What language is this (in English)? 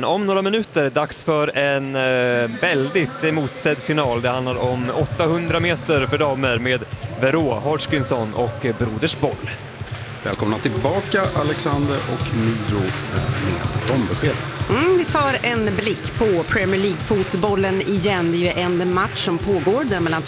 Swedish